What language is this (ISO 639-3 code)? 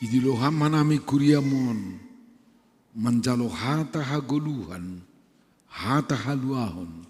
bts